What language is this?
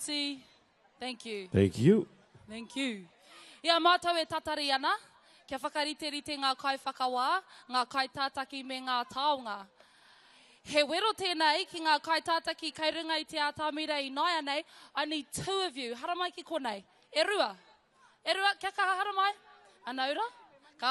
Māori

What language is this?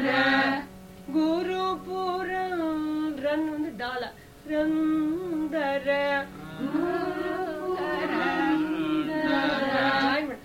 Kannada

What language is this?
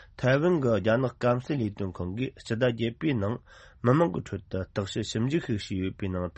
Tibetan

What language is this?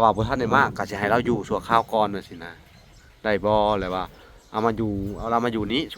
Lao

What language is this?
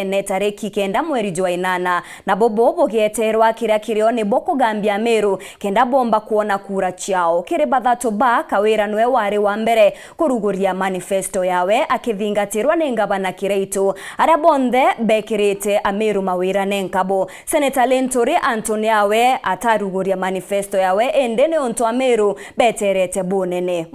Meru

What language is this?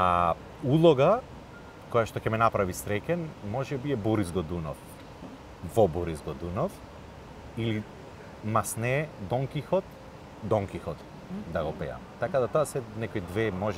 Macedonian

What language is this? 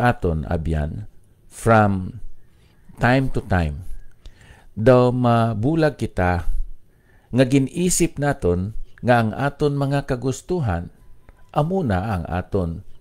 Hiligaynon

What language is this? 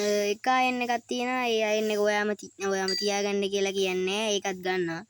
Sinhala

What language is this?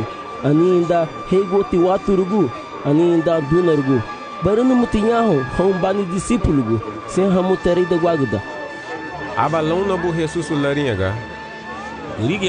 Garifuna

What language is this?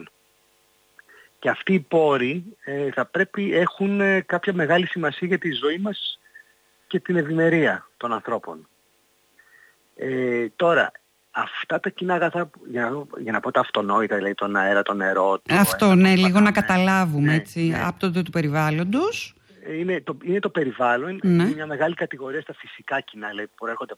Greek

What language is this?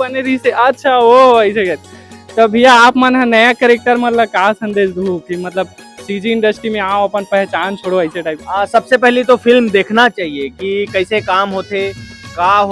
Chhattisgarhi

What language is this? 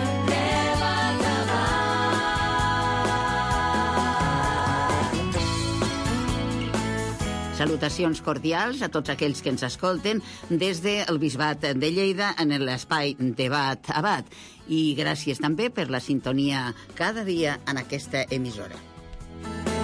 Catalan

